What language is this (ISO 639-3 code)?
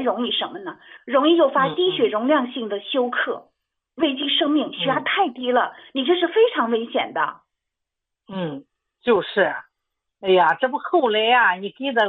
zho